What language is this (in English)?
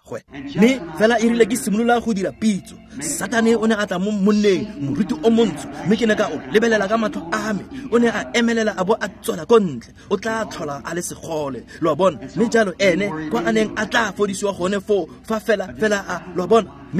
Tswana